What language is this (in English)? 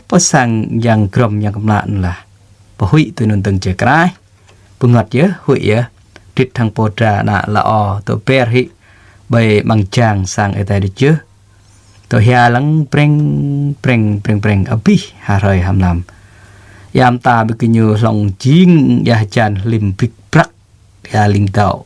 Jarai